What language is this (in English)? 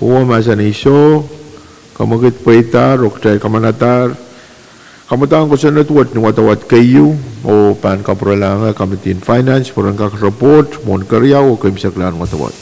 Pohnpeian